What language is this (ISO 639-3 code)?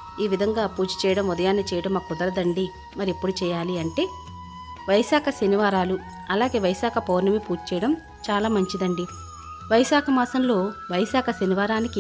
tel